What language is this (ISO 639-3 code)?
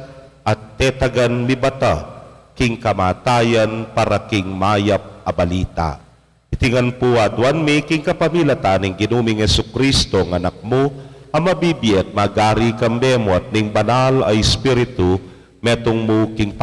pam